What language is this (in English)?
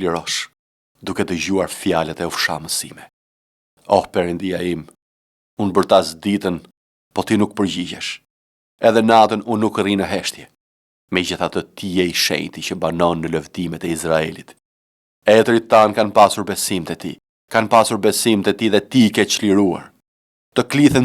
Albanian